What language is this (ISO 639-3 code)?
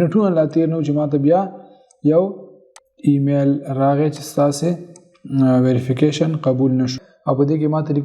pus